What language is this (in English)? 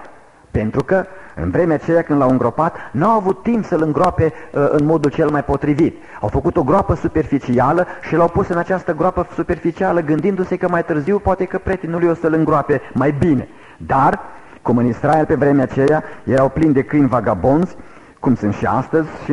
Romanian